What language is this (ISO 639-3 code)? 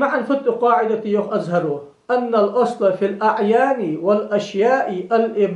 inh